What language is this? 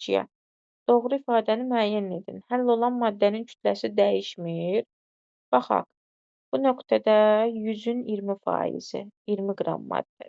Azerbaijani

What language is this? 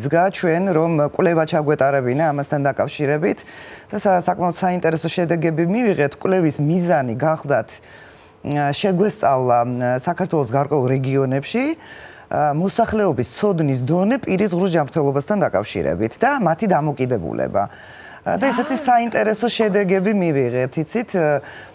Georgian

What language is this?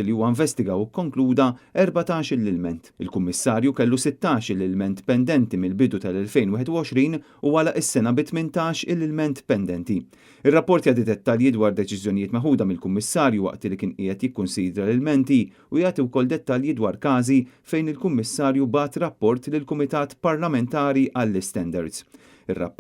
Maltese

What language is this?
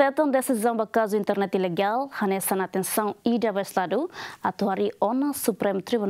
Tetum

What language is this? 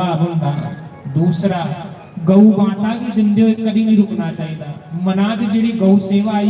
Dogri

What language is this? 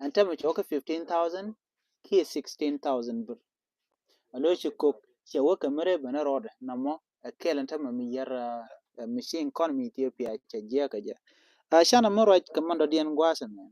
Nuer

